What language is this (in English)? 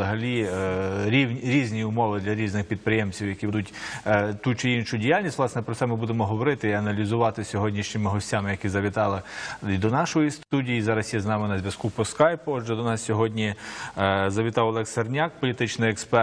Ukrainian